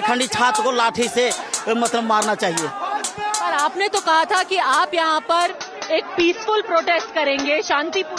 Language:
Hindi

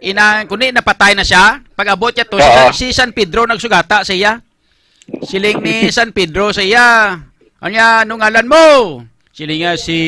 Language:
Hiligaynon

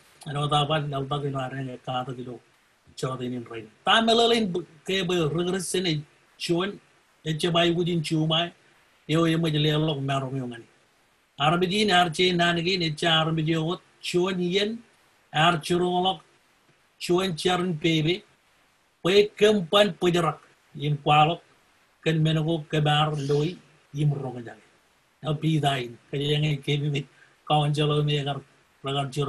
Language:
Marshallese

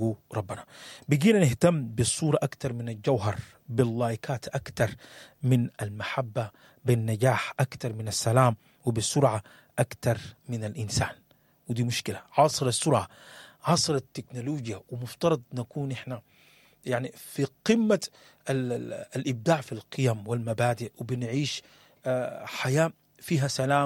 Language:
Sudanese Arabic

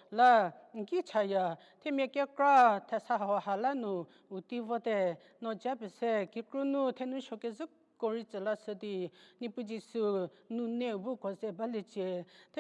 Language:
Angami Naga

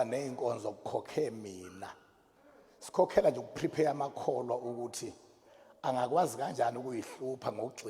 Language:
Zulu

